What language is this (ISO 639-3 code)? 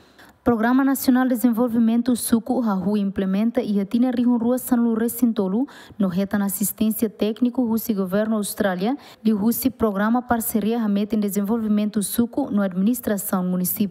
tet